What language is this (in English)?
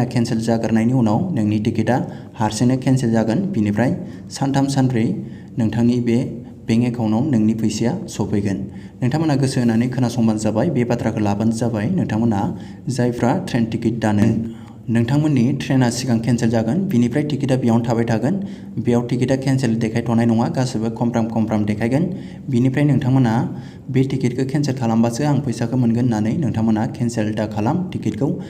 Bodo